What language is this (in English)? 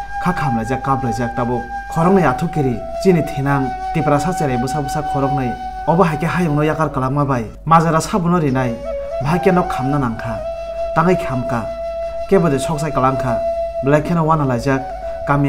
Kok Borok